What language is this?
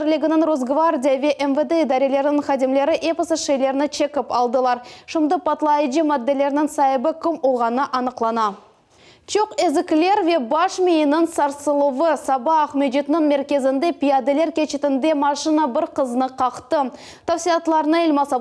Crimean Tatar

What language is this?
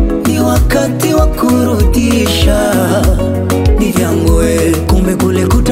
Swahili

